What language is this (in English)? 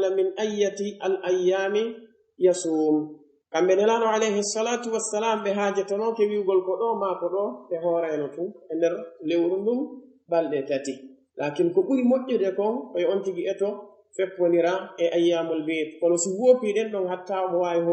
Pular